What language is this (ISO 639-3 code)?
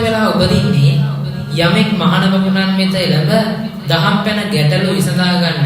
sin